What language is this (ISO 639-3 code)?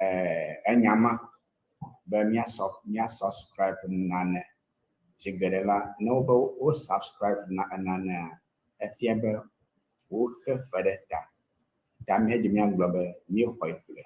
ewe